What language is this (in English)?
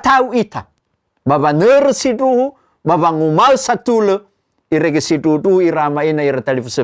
Nias